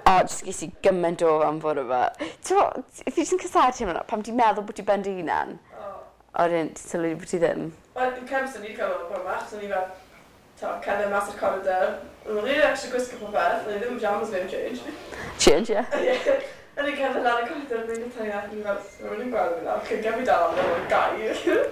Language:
Welsh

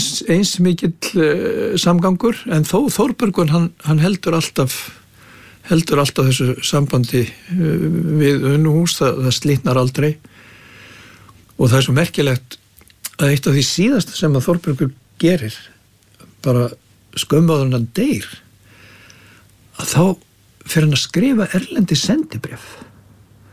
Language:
Icelandic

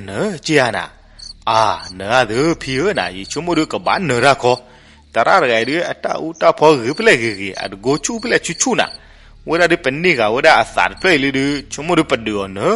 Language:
S'gaw Karen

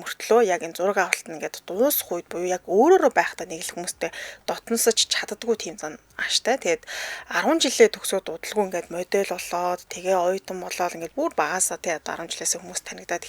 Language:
Mongolian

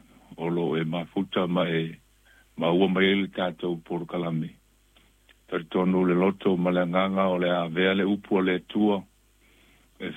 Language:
Samoan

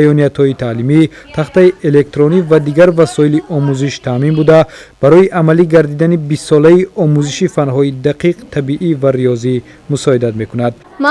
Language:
Tajik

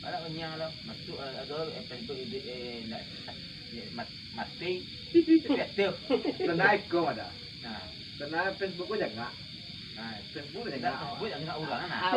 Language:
Minangkabau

